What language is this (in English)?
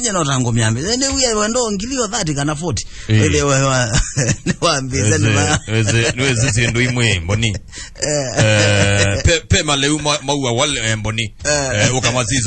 Kamba